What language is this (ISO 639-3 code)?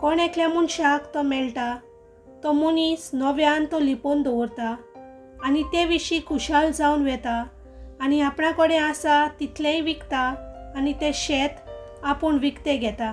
kok